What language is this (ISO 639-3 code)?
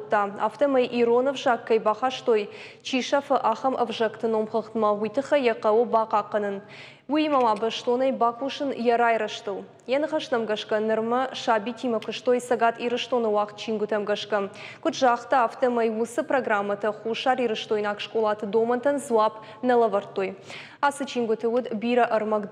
oss